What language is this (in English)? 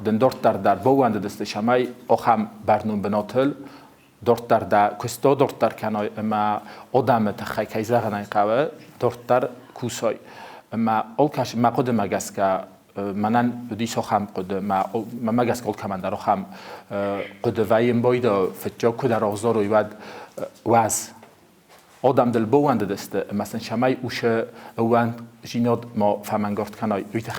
Ossetic